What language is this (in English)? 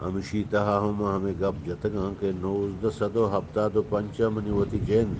Eastern Balochi